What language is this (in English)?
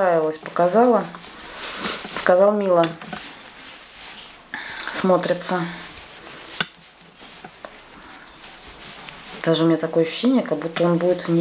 Russian